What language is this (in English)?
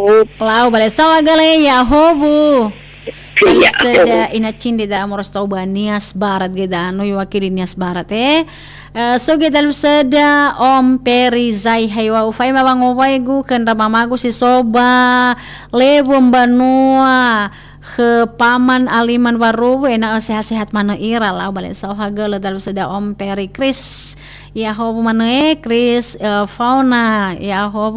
Nias